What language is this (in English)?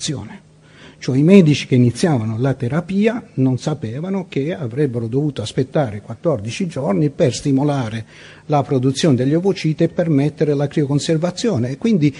Italian